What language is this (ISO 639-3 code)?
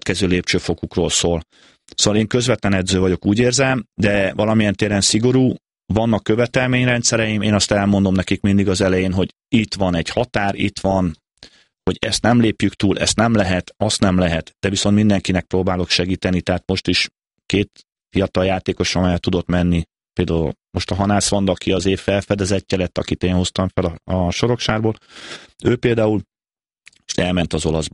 hun